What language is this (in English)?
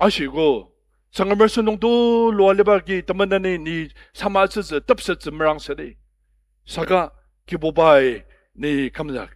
Ao Naga